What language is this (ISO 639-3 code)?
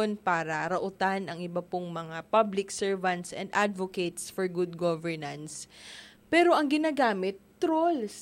bik